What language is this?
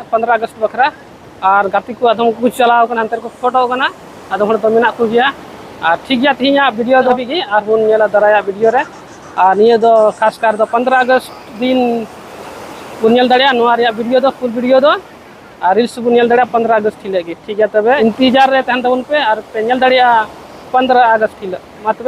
Santali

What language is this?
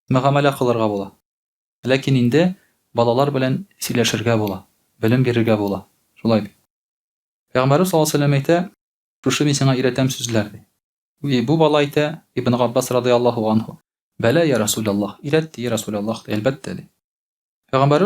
Tatar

